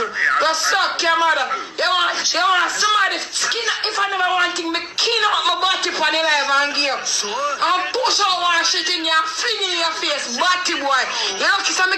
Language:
Jamaican Creole English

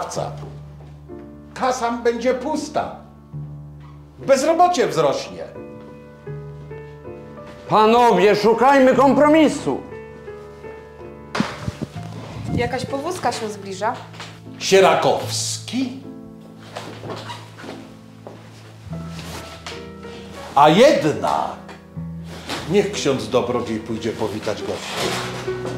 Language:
Polish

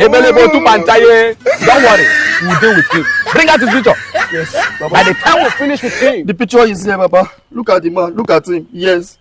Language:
Nigerian Pidgin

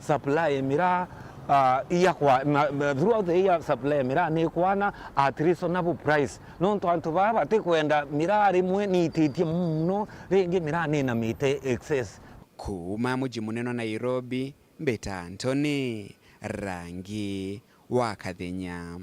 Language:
Meru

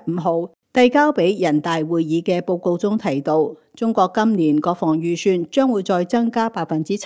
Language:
Cantonese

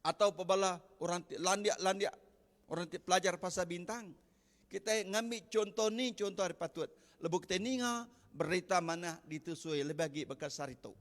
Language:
Iban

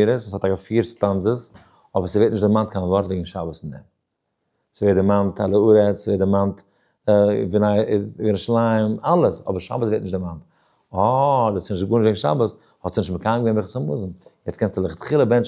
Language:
Yiddish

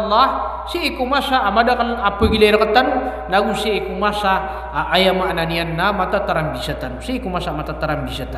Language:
Maranao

